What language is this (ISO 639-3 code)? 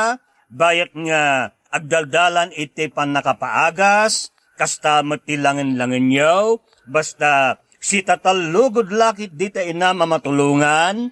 ilo